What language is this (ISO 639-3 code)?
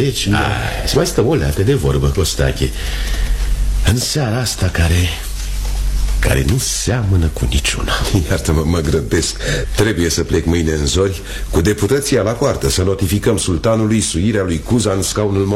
ron